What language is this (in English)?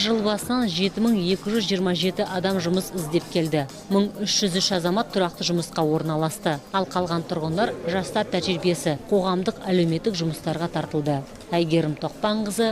Kazakh